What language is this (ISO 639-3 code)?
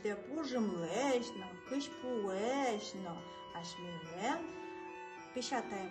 udm